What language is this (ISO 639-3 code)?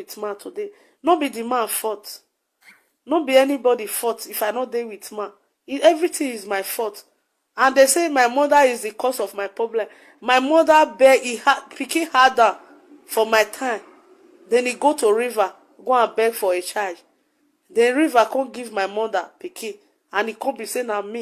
pcm